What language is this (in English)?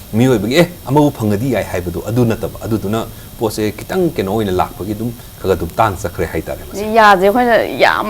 Manipuri